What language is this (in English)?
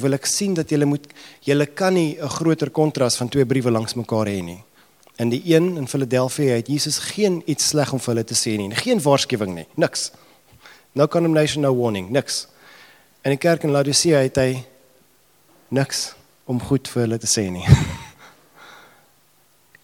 Afrikaans